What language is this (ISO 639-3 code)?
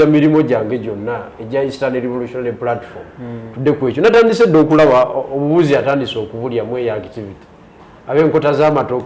lug